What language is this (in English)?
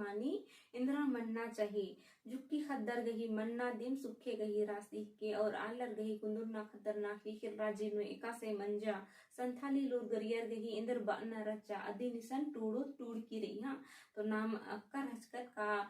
Kurukh